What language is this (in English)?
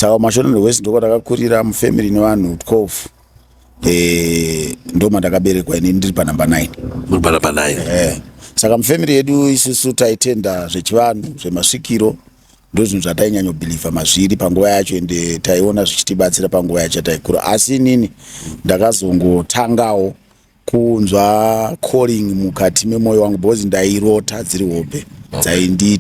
Shona